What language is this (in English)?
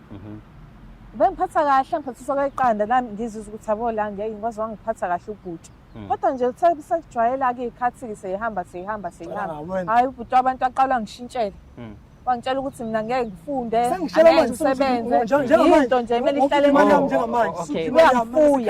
Zulu